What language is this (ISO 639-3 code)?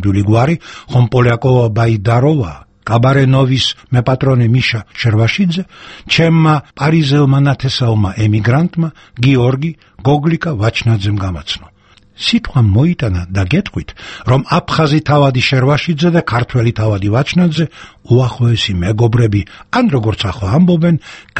kat